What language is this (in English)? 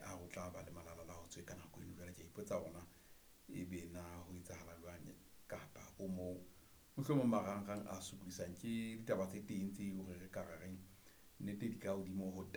Southern Sotho